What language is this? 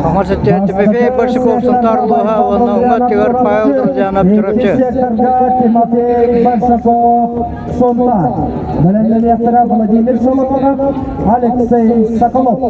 Yakut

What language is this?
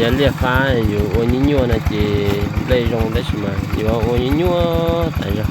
Hmong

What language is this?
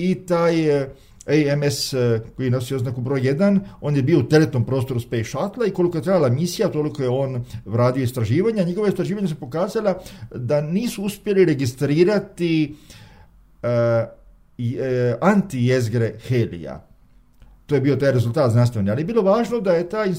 Croatian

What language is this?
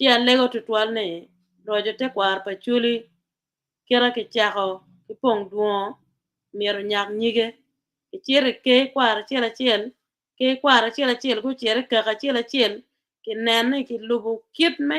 Acoli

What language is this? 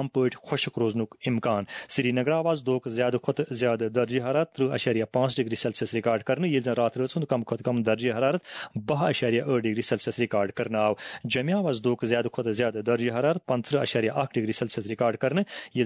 Kashmiri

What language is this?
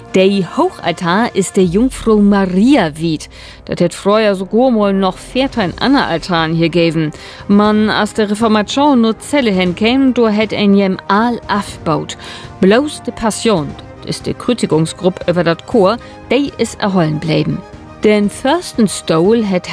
Low German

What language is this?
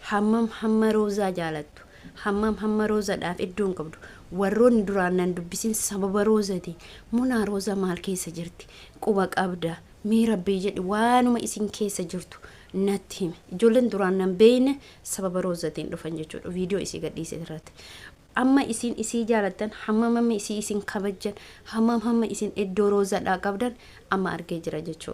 Oromo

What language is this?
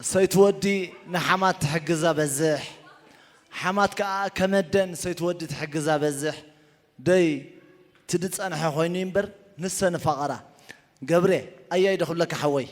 Tigrinya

